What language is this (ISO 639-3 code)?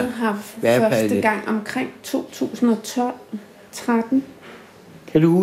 dan